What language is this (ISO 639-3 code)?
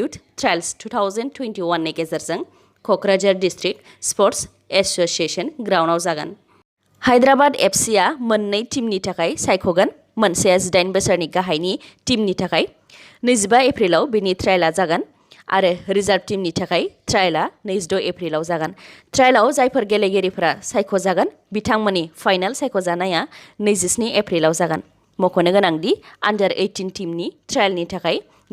brx